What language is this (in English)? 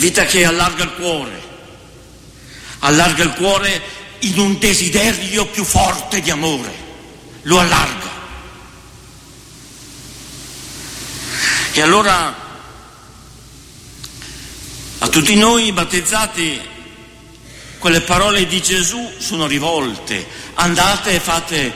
Italian